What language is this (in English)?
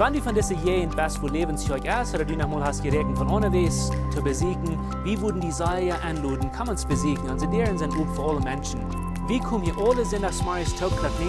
Plautdietsch